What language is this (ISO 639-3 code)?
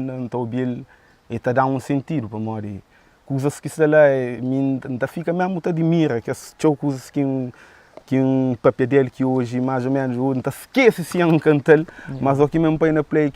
kea